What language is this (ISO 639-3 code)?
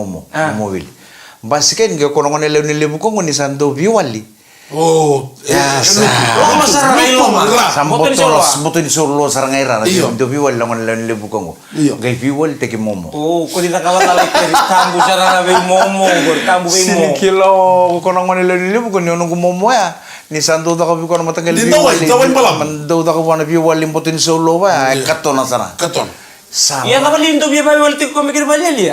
fij